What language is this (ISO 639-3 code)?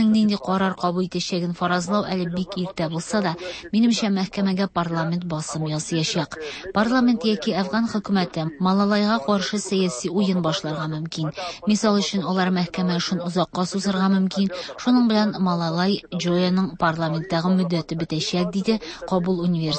tat